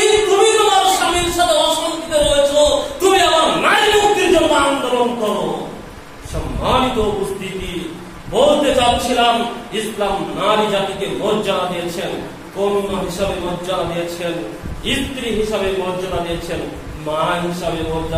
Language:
Bangla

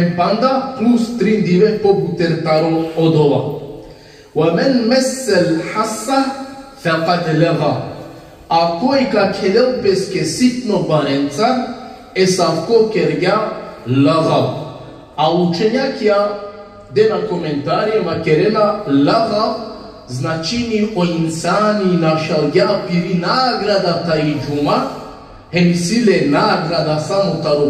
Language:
Balkan Romani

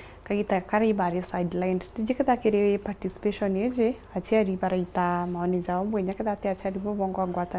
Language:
Meru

